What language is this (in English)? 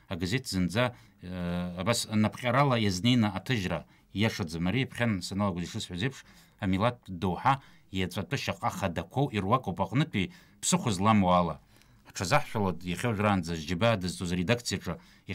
Abkhazian